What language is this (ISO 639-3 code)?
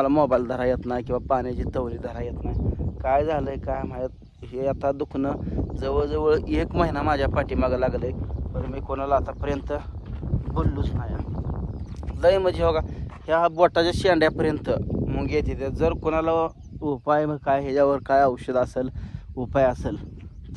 mar